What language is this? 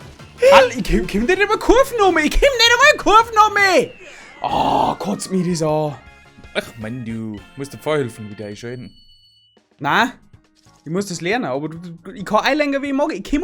Bavarian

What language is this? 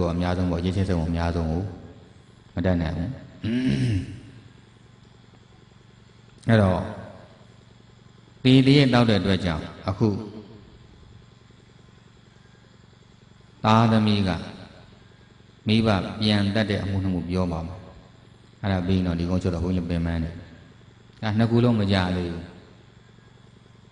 Burmese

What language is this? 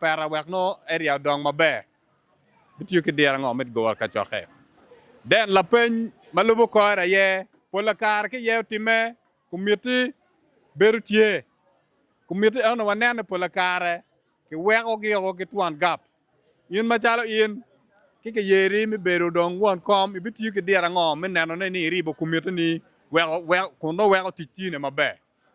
Acoli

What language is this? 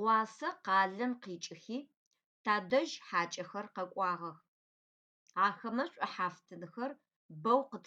Adyghe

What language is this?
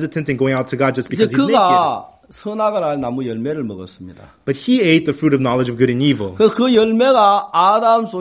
Korean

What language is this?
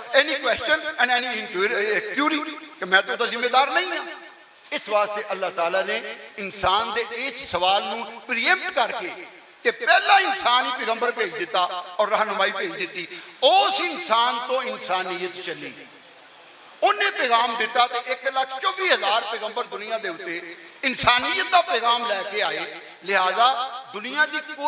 Western Panjabi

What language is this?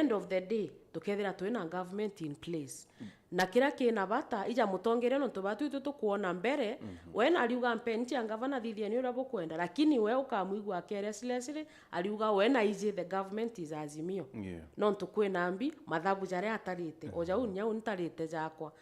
Meru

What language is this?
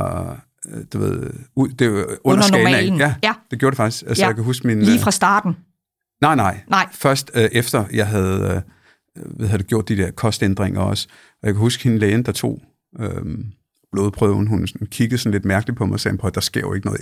Danish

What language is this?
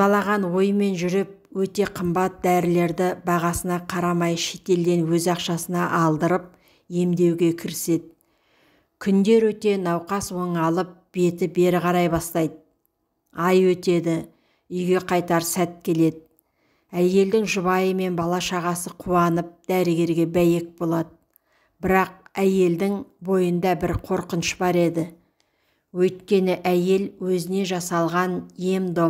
Kazakh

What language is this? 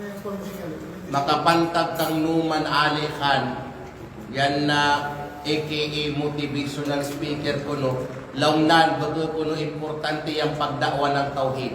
Kalagan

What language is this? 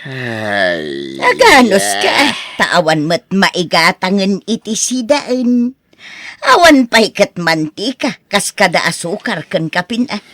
Iloko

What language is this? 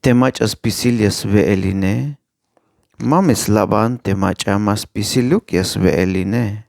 Tzeltal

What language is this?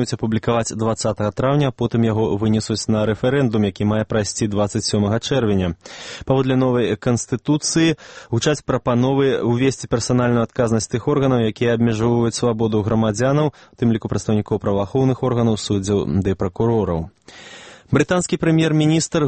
Belarusian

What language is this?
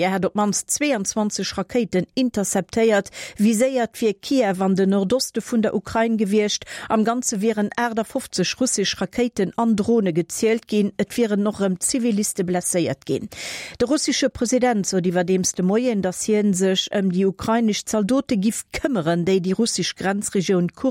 Luxembourgish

